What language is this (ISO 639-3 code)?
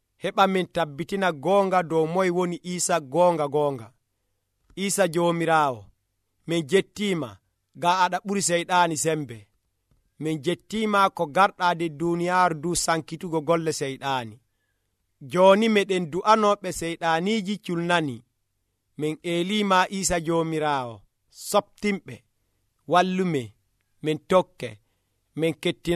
fuv